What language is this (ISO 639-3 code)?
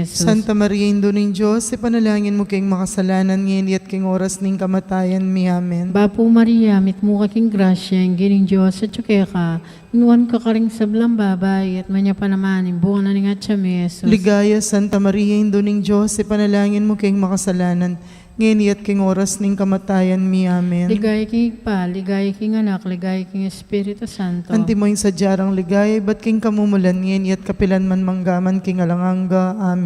pam